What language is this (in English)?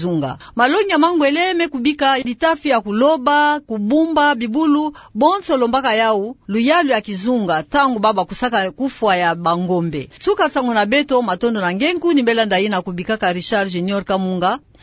Kituba (Democratic Republic of Congo)